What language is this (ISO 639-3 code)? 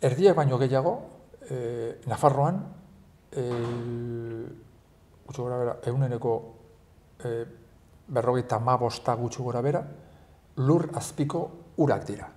eus